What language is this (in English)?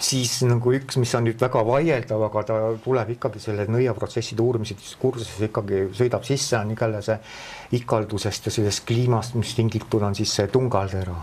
Estonian